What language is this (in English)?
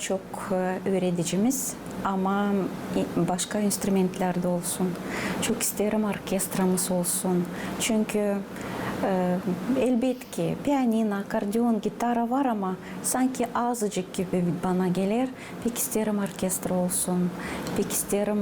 Gagauz